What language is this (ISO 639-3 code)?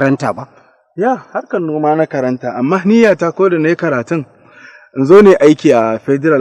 hau